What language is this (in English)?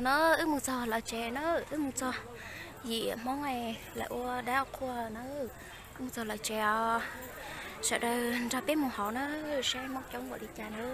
Hmong